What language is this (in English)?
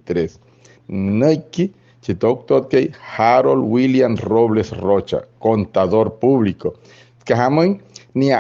Wayuu